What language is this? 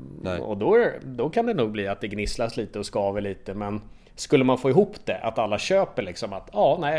Swedish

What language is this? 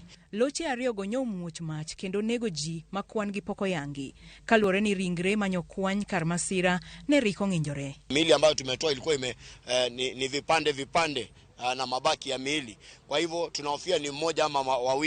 Luo (Kenya and Tanzania)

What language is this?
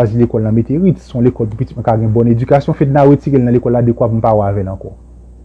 Haitian Creole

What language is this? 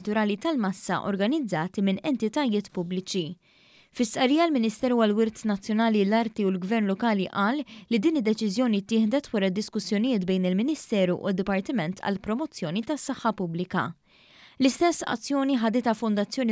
Maltese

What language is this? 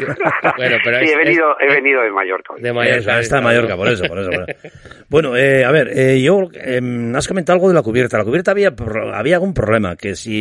Spanish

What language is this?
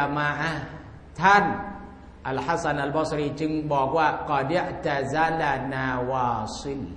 Thai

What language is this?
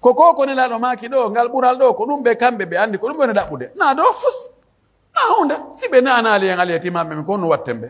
Pular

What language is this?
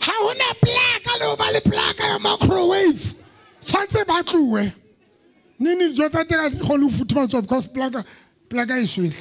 Southern Sotho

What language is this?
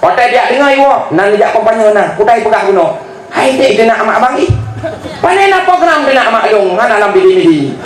Achinese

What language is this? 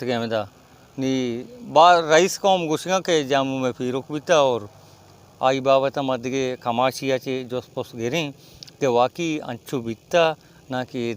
Baluchi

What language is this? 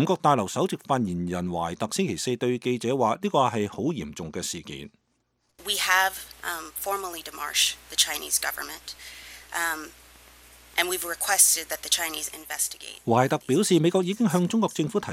Cantonese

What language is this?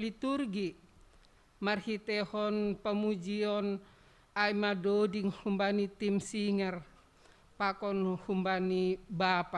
Batak Simalungun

